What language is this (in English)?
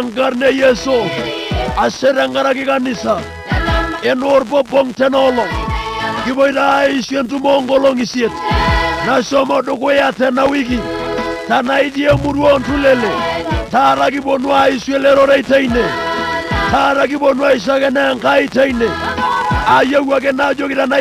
Masai